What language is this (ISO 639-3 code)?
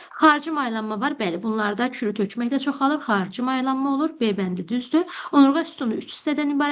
aze